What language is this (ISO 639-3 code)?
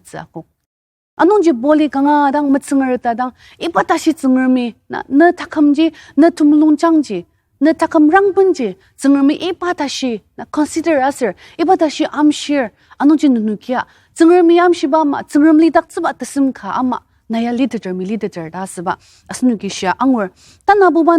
njo